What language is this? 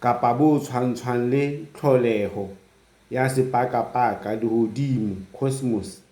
Southern Sotho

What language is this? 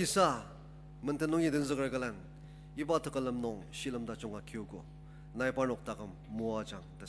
Ao Naga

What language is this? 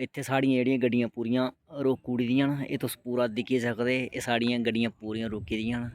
Dogri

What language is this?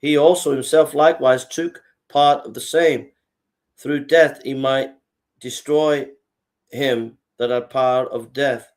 English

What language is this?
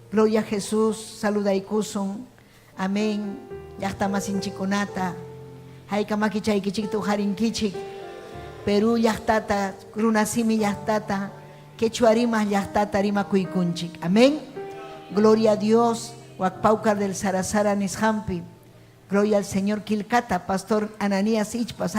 Ayacucho Quechua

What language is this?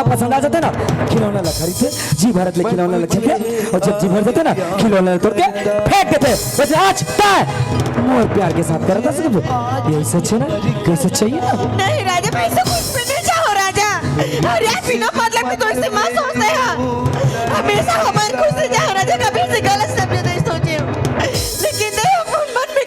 Chhattisgarhi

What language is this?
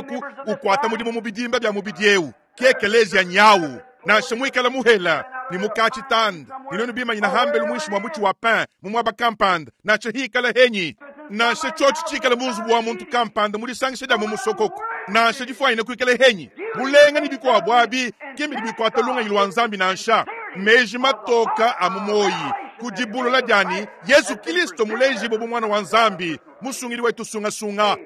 Luba-Lulua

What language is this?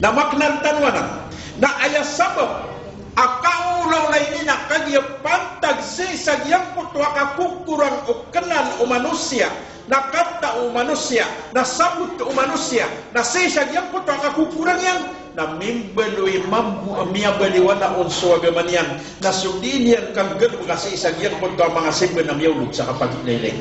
Maranao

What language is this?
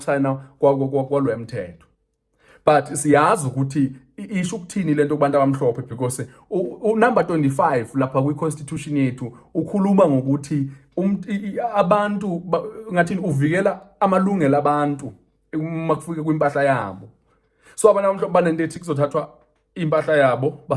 Zulu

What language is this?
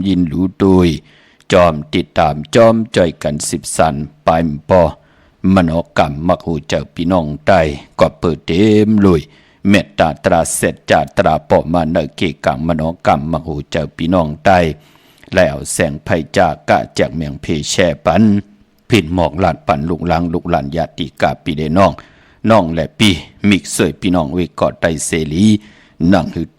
Shan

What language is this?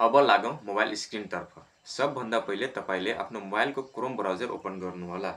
Nepali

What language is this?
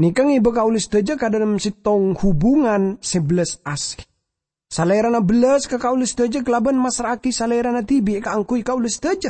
Madurese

